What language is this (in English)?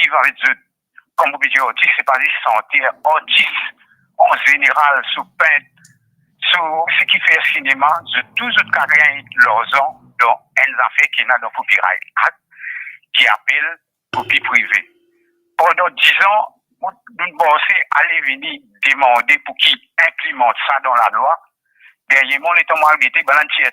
Morisyen